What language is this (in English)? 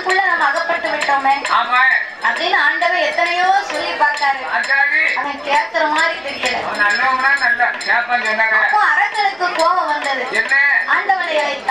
Tamil